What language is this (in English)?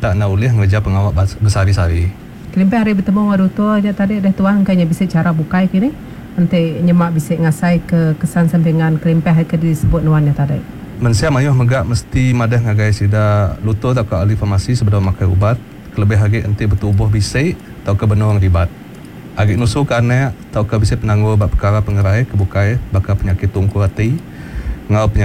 Iban